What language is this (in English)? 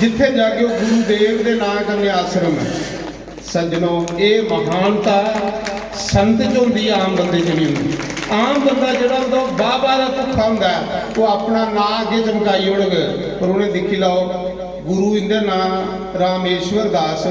Dogri